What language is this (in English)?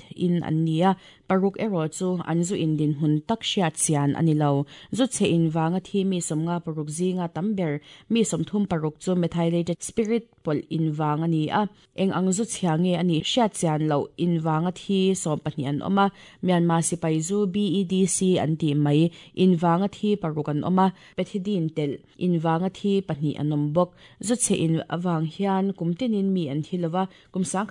Mizo